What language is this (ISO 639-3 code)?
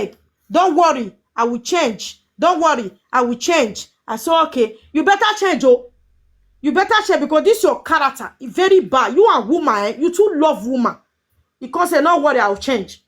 pcm